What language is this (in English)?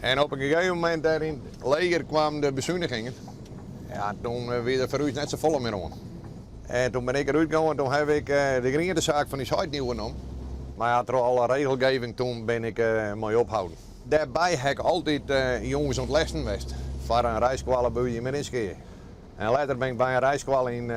Western Frisian